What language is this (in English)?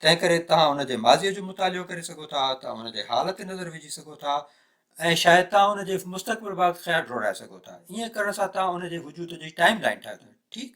Sindhi